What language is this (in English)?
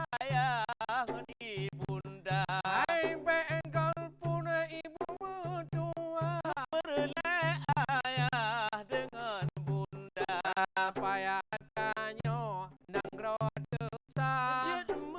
Achinese